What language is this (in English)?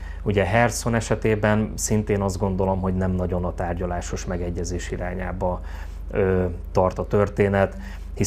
Hungarian